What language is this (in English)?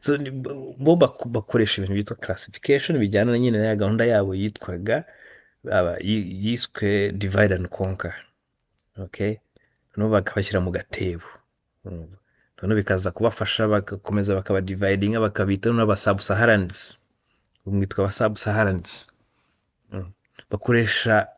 Kinyarwanda